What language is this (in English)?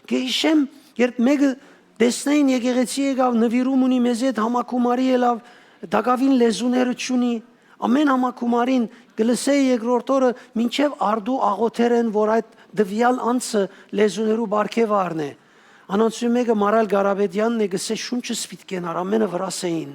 Western Armenian